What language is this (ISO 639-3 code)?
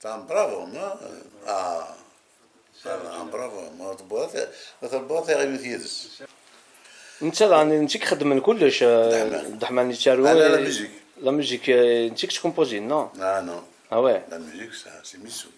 kab